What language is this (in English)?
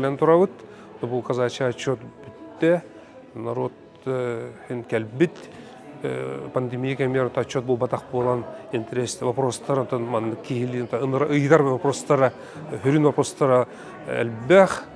Yakut